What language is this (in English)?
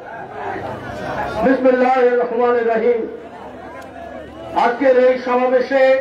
Bangla